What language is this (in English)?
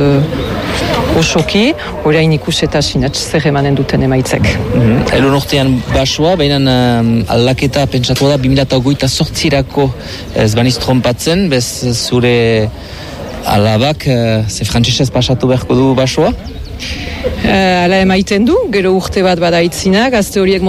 Basque